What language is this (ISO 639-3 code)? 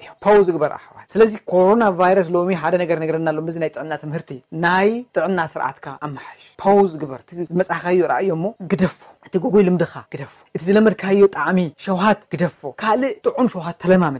tir